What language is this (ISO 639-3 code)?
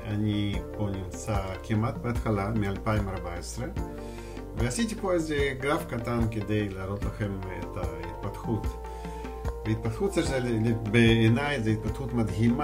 heb